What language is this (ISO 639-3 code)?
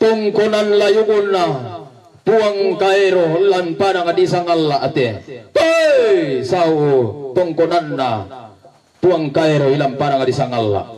sda